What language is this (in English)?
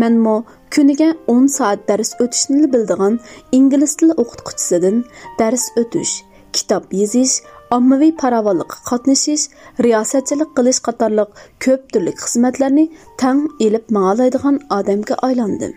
Uyghur